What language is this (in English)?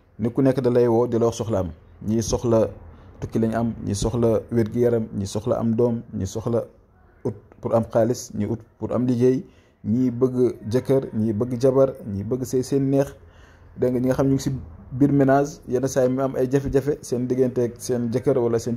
Wolof